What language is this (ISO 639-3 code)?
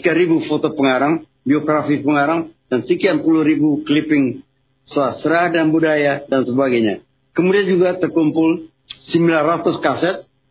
ind